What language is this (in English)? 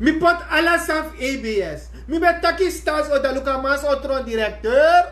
Sranan Tongo